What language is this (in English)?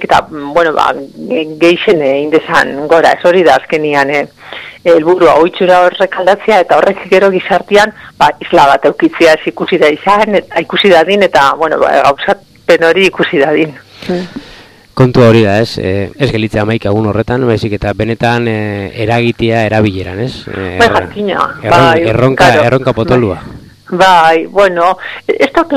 Basque